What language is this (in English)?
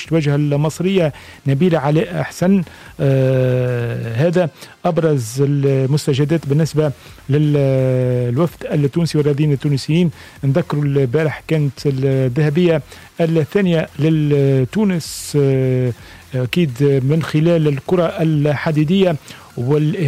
Tunisian Arabic